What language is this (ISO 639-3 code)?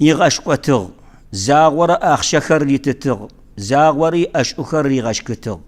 kbd